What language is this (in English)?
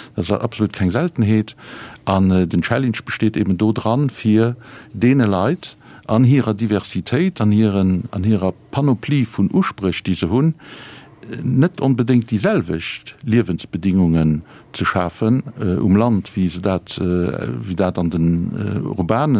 Luxembourgish